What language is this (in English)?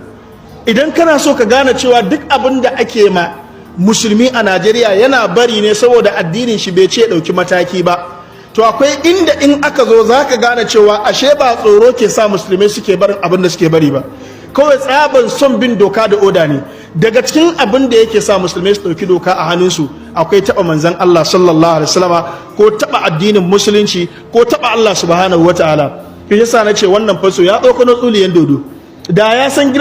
Hausa